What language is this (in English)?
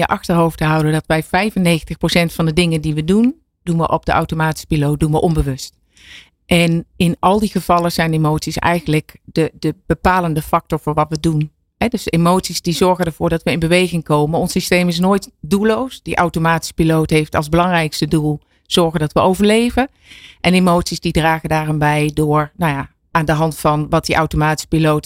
Dutch